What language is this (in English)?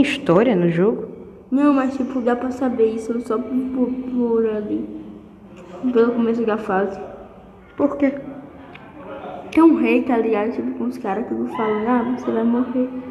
Portuguese